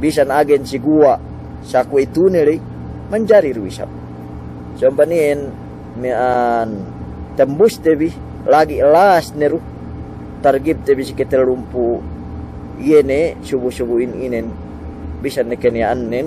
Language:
Yakan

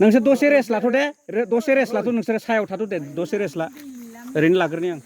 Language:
Bodo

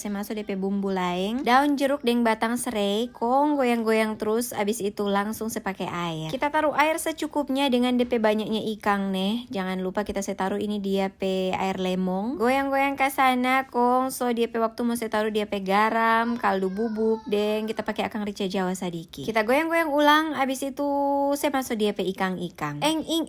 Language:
Manado Malay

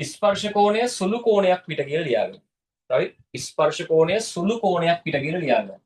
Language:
Sinhala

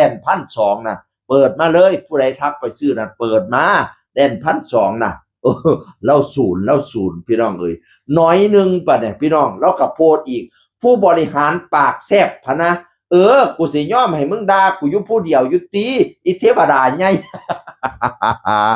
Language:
Northeastern Thai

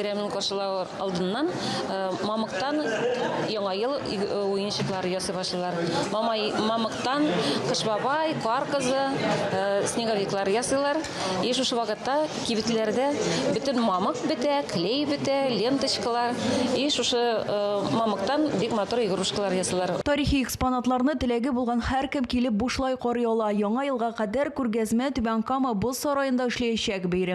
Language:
Tatar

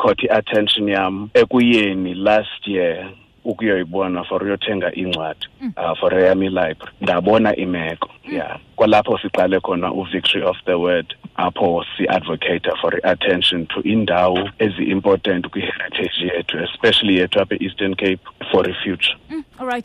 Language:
Xhosa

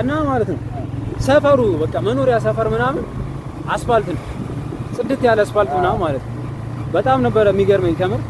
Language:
Amharic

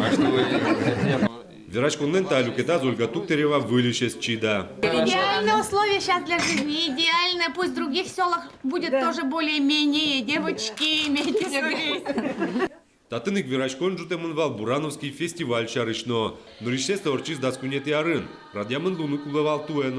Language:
Udmurt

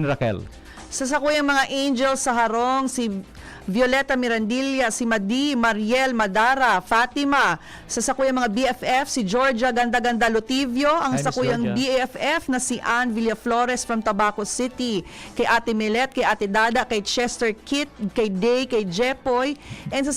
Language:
Bikol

